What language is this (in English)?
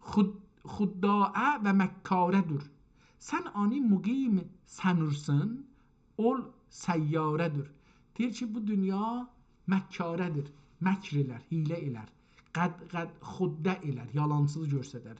South Azerbaijani